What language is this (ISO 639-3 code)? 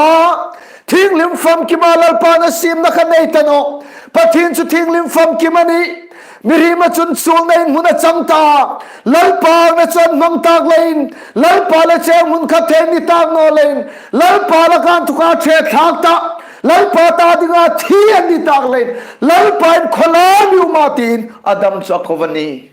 hmr